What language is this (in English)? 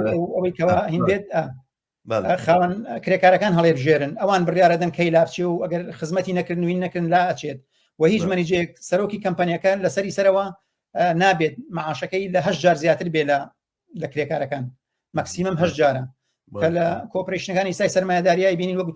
Central Kurdish